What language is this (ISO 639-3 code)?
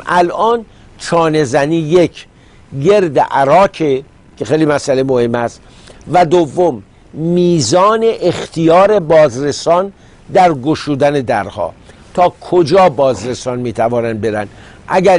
fas